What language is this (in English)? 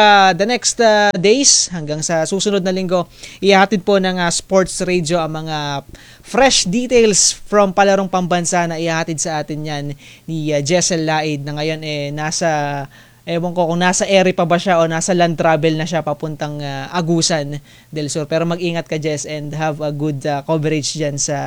Filipino